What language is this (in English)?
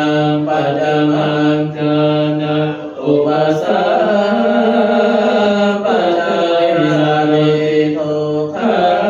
Pali